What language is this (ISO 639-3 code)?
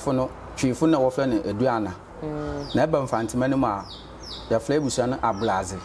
aka